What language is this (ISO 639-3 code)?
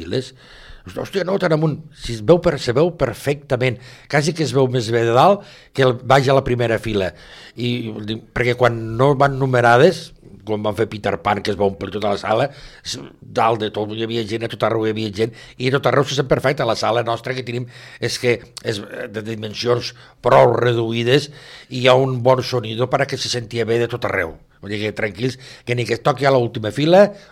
cat